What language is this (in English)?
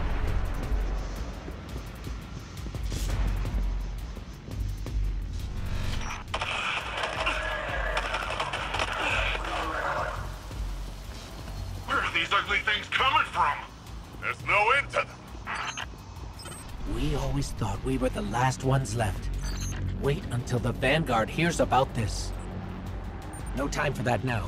English